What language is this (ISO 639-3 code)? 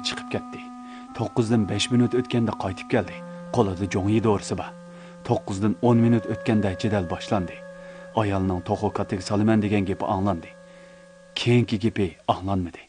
uig